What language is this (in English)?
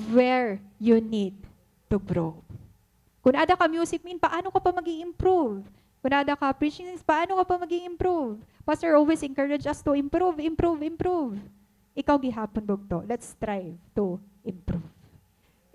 Waray